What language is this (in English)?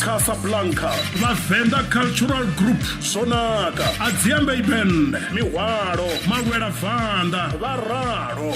Venda